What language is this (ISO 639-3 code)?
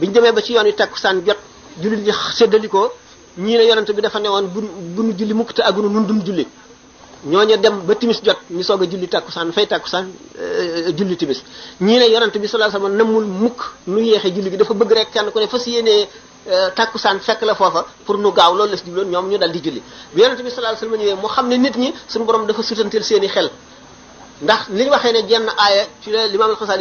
wol